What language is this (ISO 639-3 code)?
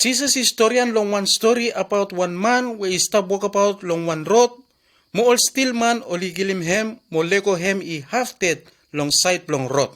bis